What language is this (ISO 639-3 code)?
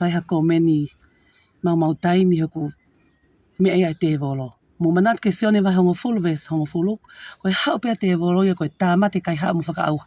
ton